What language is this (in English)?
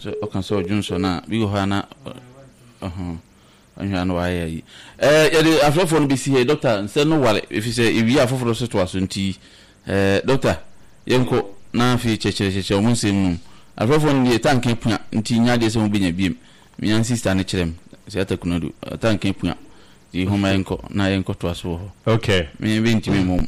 Akan